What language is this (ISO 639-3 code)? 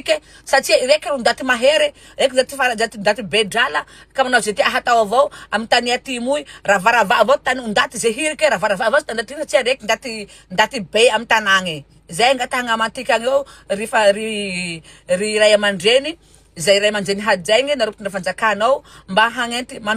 mlg